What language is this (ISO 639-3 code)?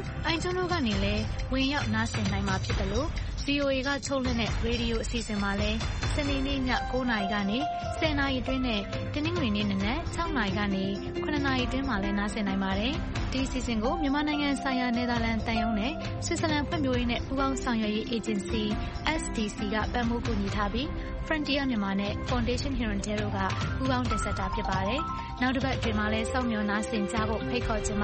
mya